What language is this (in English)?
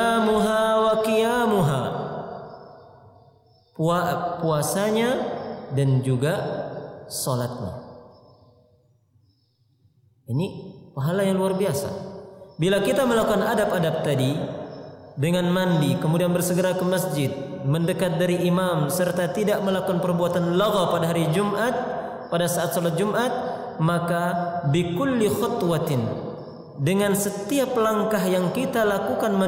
Indonesian